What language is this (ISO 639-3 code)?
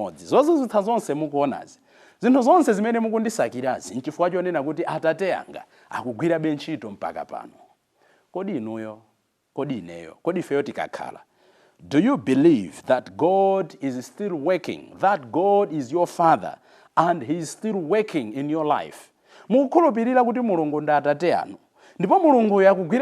nya